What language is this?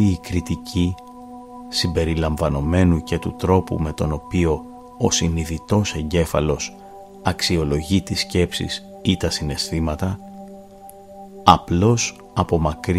Greek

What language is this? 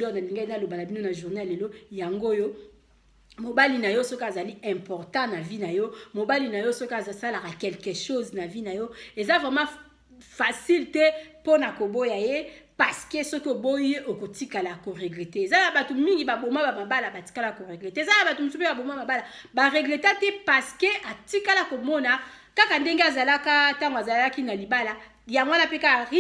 Lingala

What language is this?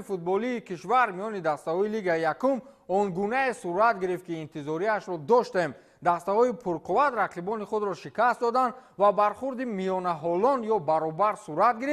Tajik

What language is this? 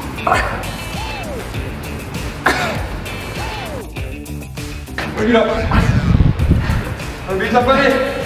Korean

